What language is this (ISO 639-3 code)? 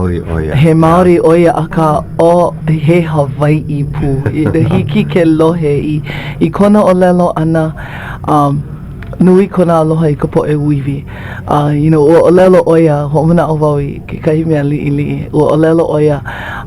haw